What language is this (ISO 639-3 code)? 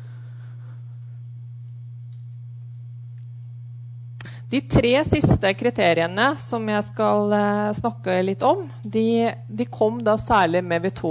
nor